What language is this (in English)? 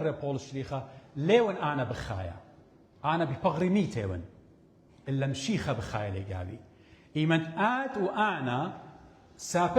Assyrian Neo-Aramaic